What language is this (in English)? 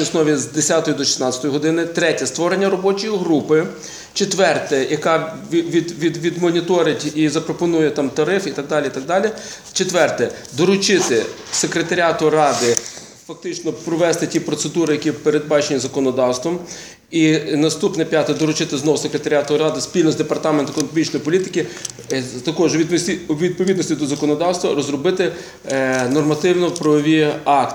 Ukrainian